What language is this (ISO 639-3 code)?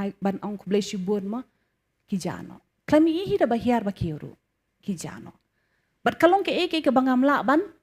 kha